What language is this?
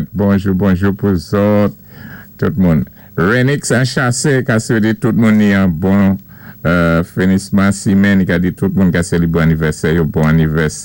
Saint Lucian Creole French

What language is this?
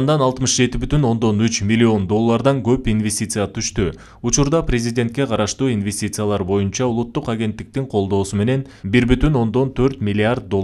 Kyrgyz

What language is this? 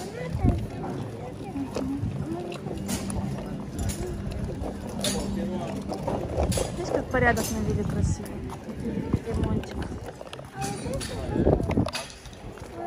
Russian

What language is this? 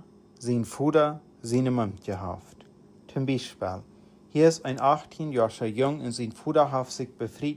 Plautdietsch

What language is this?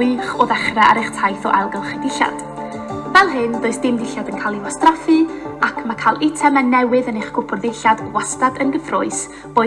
Welsh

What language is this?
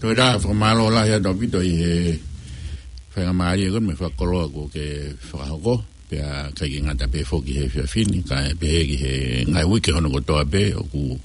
Tongan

